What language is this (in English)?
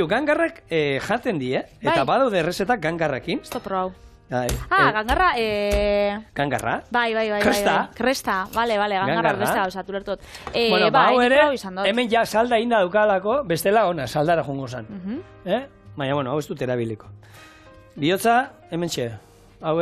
Basque